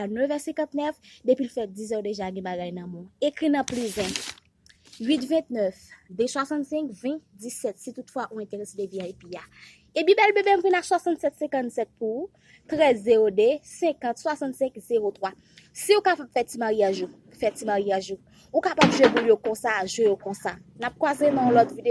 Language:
Haitian Creole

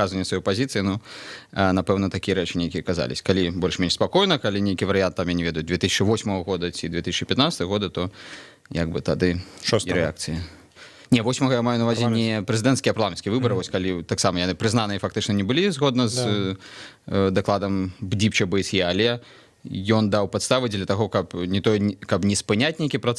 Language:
Belarusian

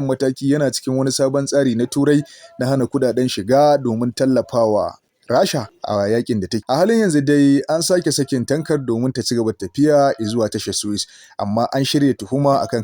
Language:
Hausa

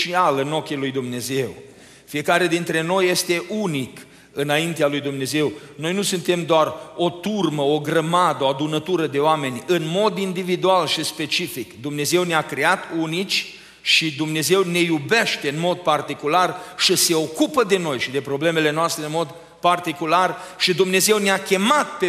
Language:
Romanian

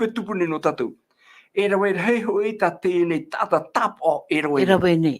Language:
Tahitian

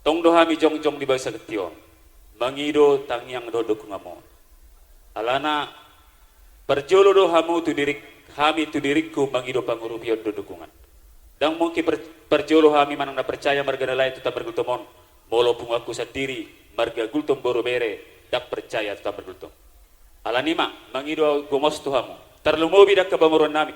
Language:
Batak Toba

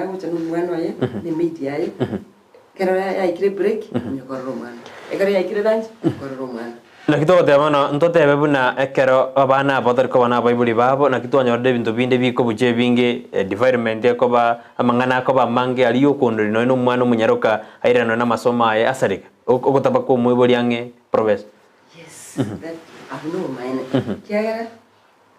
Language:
Gusii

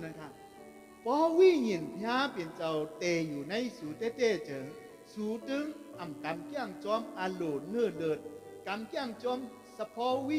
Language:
Shan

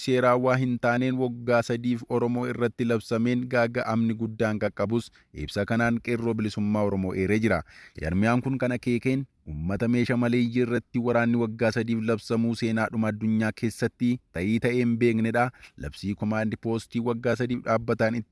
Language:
Oromo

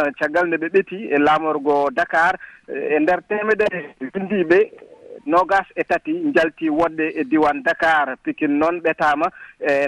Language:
Fula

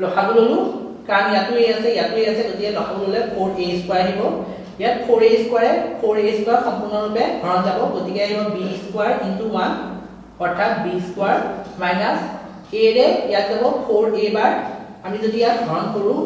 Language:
Assamese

